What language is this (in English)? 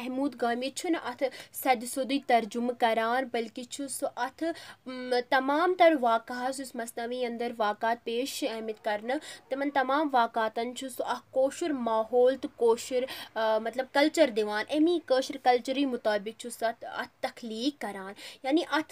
Kashmiri